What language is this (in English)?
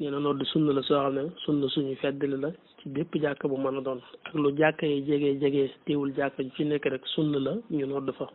Wolof